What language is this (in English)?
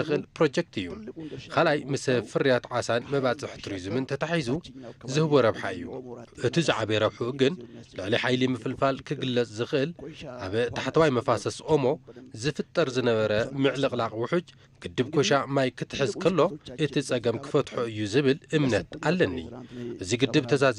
Tigrinya